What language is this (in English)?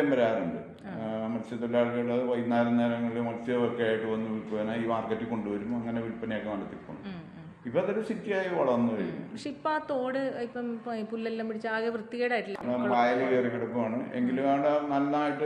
Malayalam